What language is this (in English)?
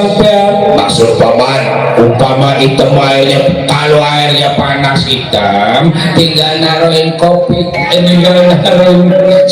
Betawi